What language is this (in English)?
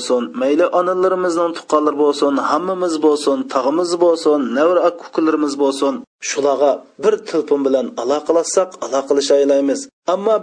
Uyghur